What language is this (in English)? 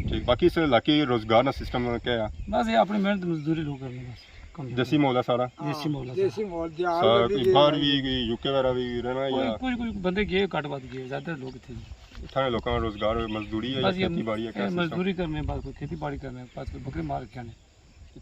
Pahari-Potwari